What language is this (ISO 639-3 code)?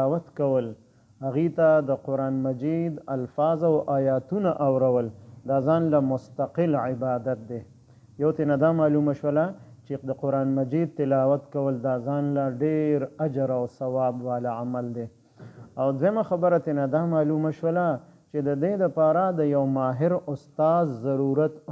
pus